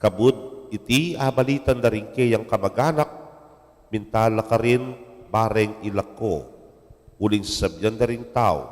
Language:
Pampanga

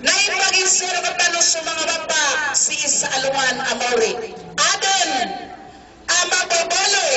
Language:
Maranao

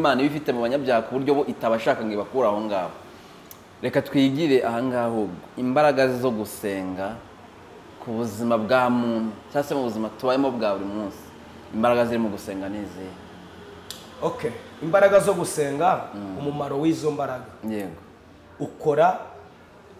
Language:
Kinyarwanda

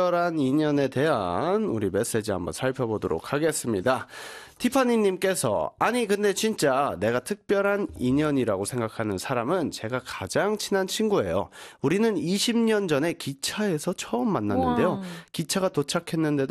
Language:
Korean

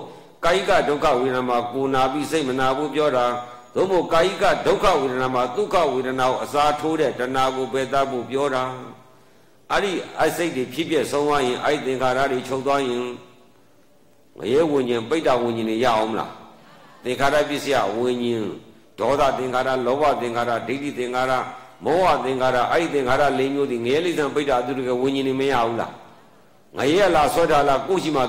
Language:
Burmese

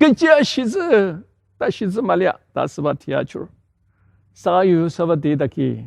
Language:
Ao Naga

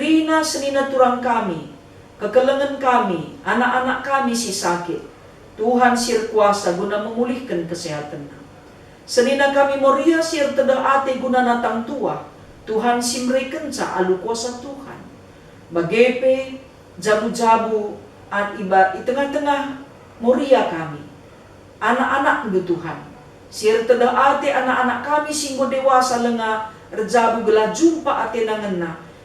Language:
Batak Karo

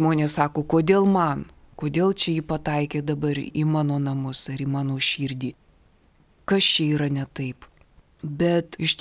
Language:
Lithuanian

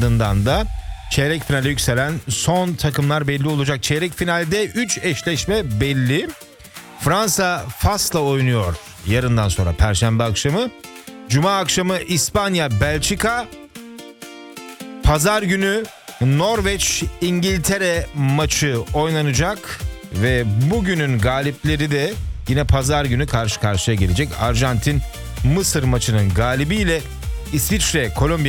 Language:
Turkish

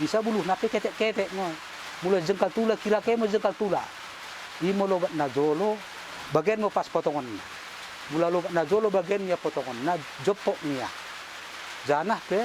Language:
Batak Dairi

